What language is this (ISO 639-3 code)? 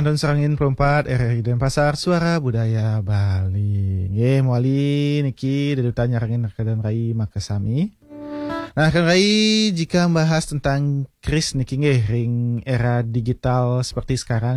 ban